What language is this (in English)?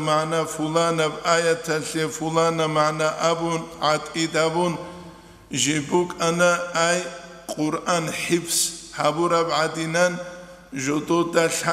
Avaric